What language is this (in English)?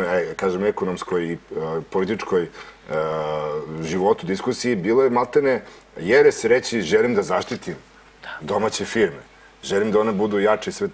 Serbian